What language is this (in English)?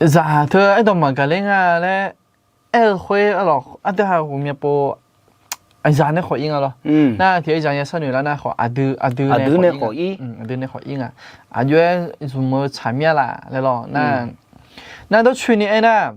Akha